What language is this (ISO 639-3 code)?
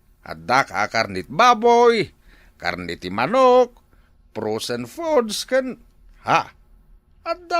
ilo